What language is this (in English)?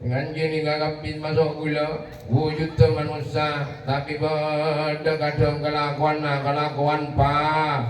Madurese